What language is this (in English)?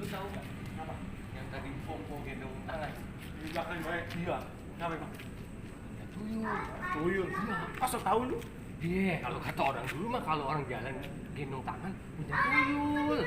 Betawi